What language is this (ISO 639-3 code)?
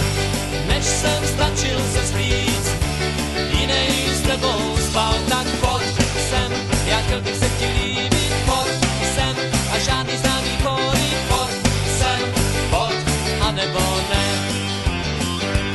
ces